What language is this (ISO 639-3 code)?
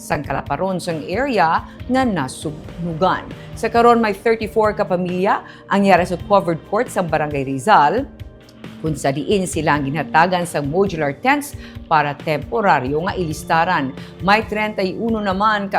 hil